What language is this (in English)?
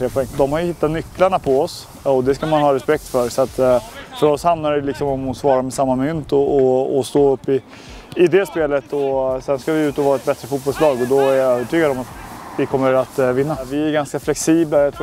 Swedish